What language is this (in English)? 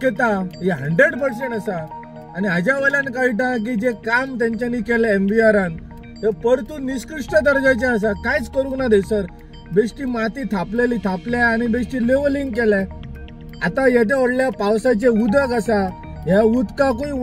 Konkani